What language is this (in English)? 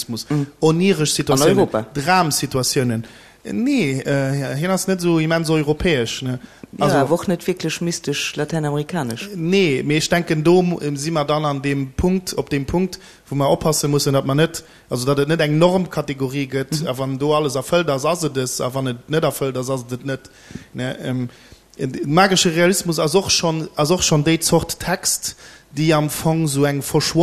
Luxembourgish